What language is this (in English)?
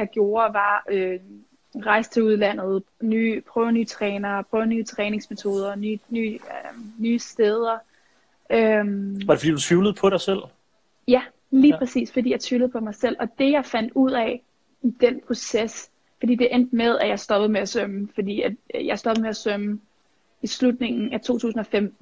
Danish